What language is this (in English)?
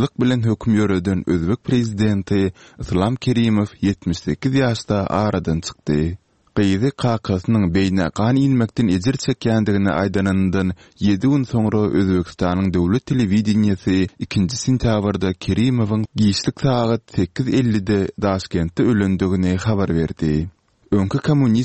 Turkmen